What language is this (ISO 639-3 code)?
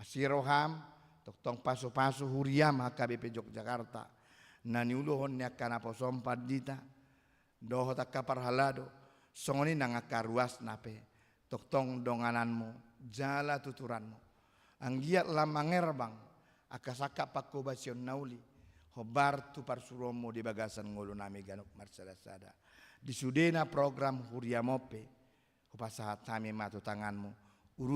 bbc